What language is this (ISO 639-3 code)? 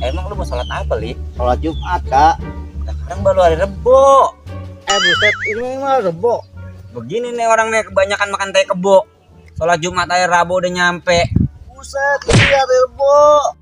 bew